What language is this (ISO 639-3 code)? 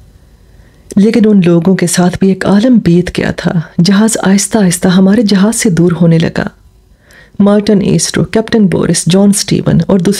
urd